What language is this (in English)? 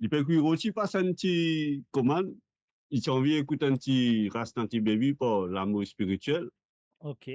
Morisyen